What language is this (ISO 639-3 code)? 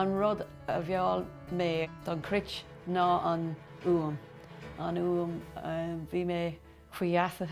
gle